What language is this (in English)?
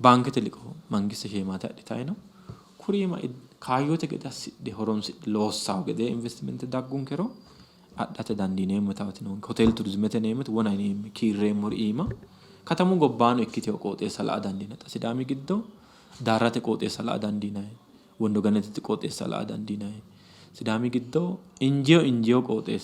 Sidamo